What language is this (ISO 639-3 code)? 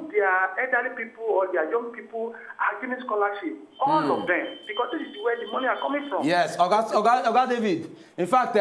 pcm